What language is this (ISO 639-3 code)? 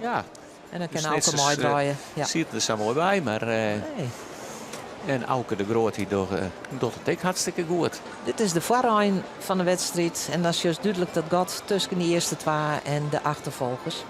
fry